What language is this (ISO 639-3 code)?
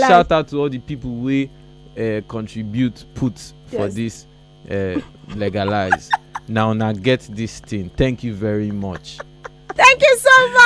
pcm